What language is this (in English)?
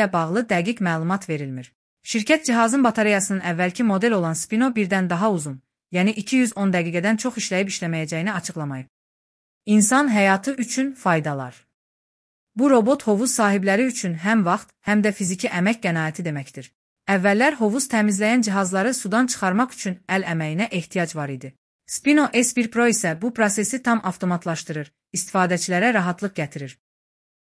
Azerbaijani